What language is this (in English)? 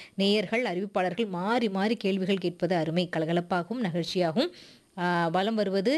Tamil